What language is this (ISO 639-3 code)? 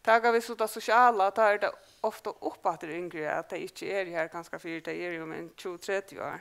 fao